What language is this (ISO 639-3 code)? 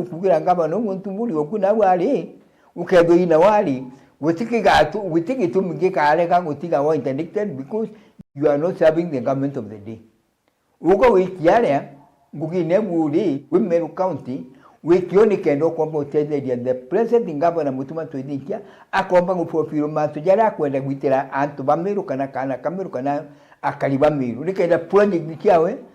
mer